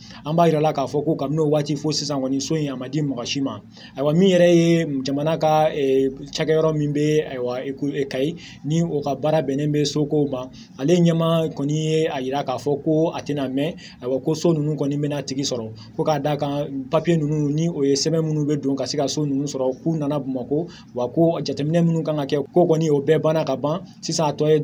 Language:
Bambara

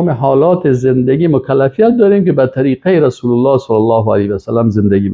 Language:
Persian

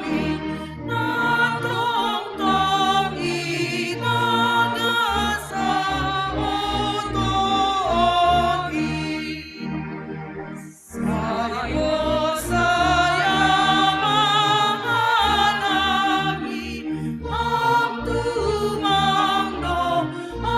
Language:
Batak Simalungun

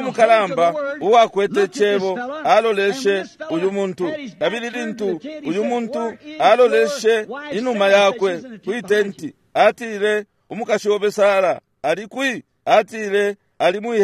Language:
Bemba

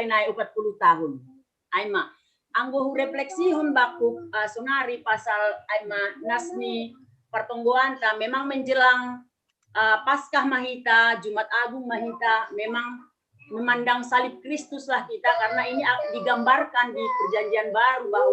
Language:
Batak Simalungun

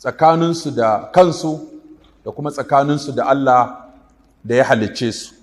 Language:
Hausa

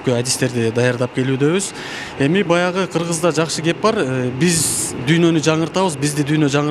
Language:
Kyrgyz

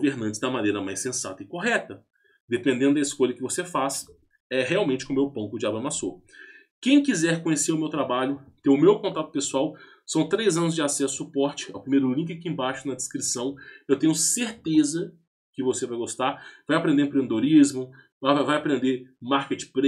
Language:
Portuguese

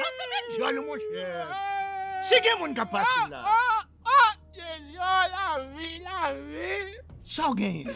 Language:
Haitian Creole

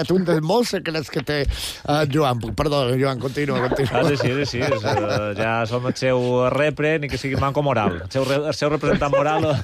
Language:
Catalan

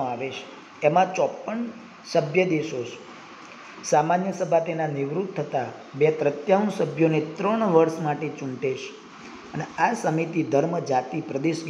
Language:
Gujarati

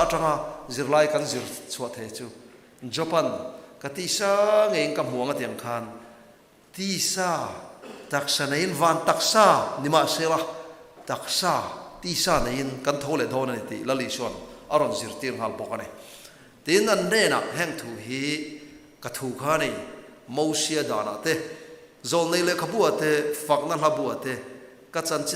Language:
Mizo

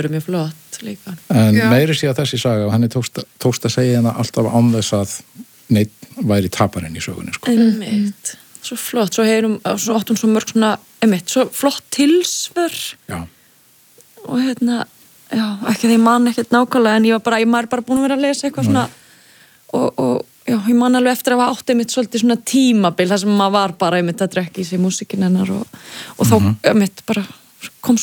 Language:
Icelandic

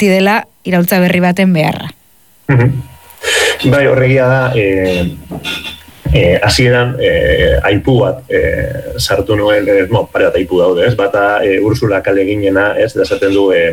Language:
Basque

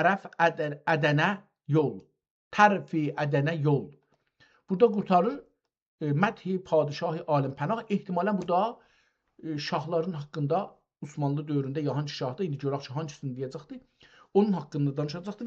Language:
South Azerbaijani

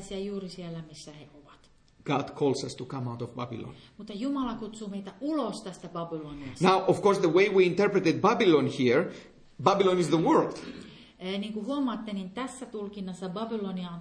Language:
Finnish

